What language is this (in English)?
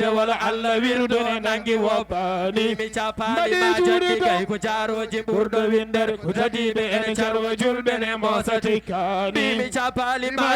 Fula